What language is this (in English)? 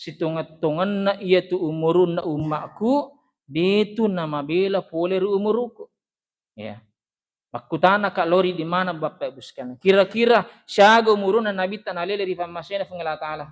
Buginese